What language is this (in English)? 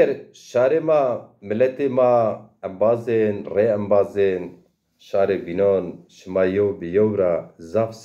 Zaza